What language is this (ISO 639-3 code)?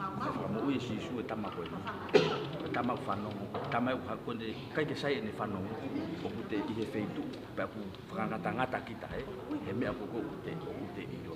ton